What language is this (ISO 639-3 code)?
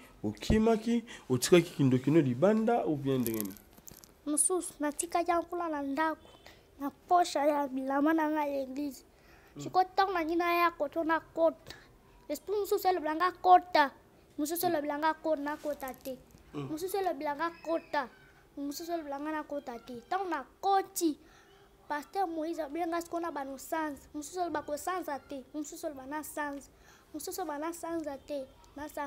lin